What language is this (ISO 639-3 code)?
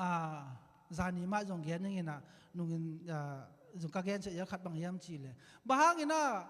ctd